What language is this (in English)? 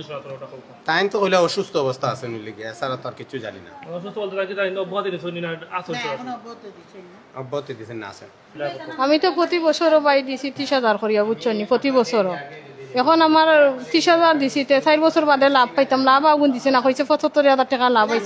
Sylheti